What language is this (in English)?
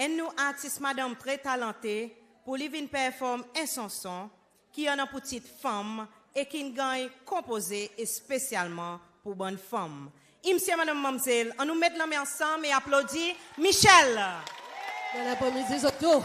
Seselwa Creole French